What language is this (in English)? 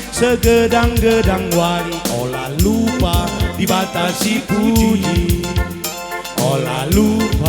Batak Karo